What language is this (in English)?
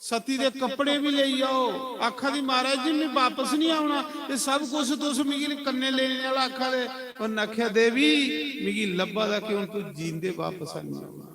Dogri